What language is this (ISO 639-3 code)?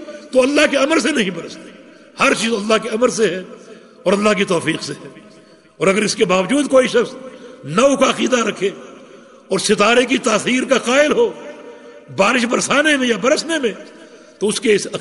urd